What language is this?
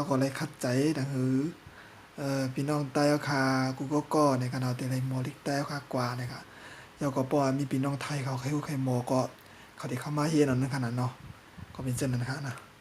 Shan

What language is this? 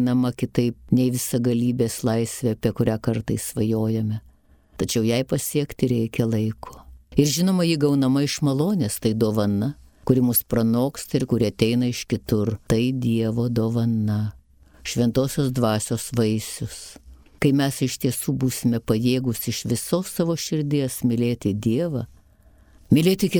Lithuanian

